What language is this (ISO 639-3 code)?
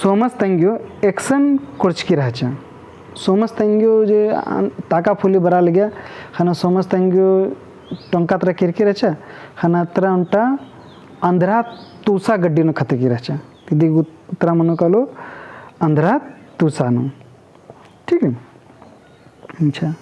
kru